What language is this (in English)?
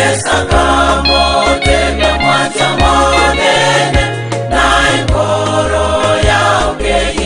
Gusii